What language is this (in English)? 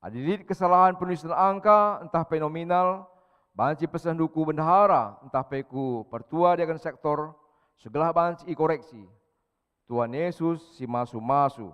Batak Karo